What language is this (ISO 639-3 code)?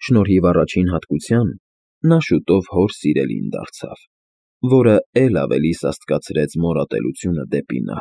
hye